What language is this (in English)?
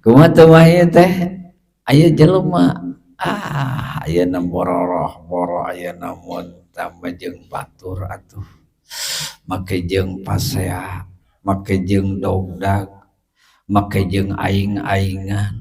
Sundanese